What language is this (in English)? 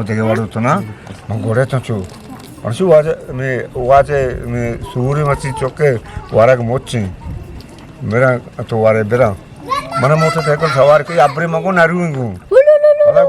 Eastern Balochi